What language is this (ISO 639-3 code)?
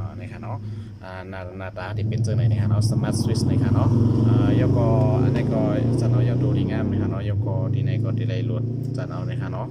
shn